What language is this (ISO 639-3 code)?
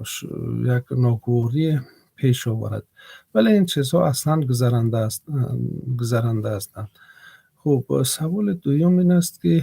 tgk